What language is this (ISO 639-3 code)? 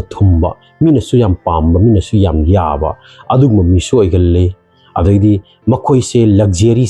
mni